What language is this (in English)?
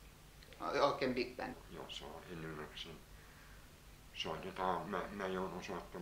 Finnish